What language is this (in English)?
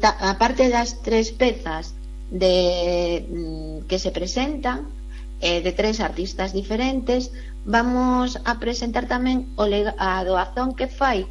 Galician